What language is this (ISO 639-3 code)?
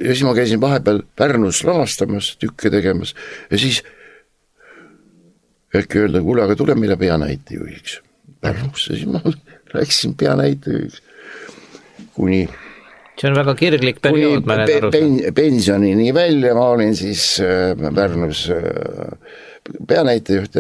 est